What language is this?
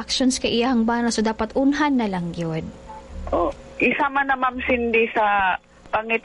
Cebuano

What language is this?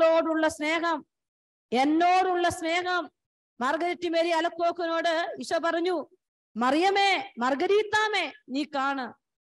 Malayalam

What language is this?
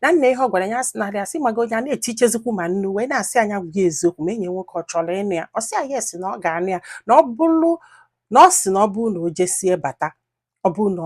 Igbo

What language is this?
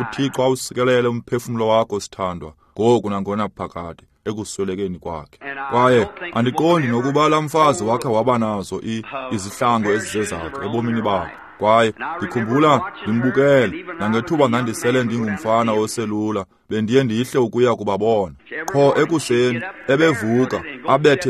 Xhosa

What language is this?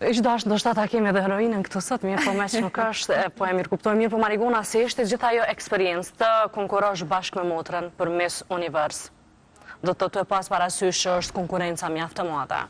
Albanian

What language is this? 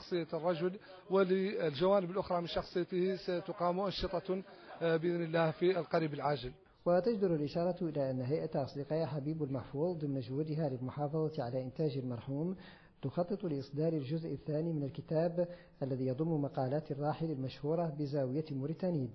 Arabic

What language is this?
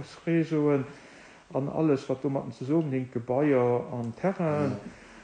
Luxembourgish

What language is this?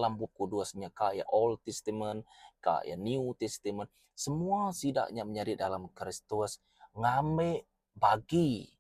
Iban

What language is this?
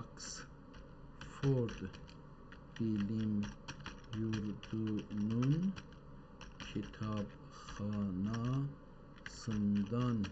South Azerbaijani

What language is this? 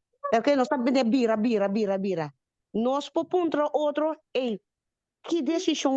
Papiamento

